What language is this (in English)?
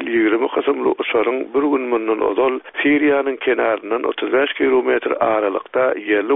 Turkmen